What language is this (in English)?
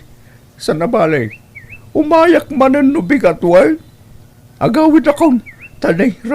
Iloko